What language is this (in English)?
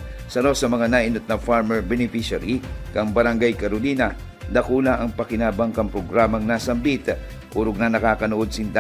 Bikol